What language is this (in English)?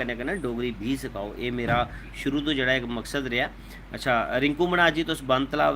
Dogri